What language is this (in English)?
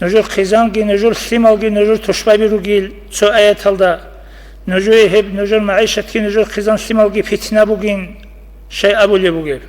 Avaric